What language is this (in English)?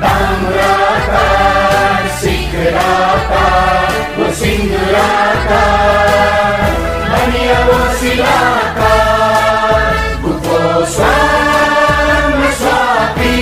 Newari